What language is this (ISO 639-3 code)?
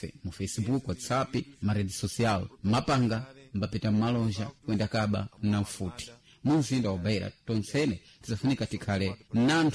seh